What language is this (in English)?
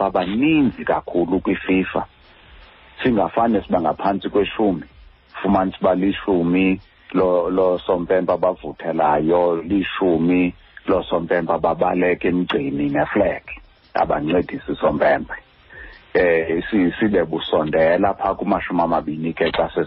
Xhosa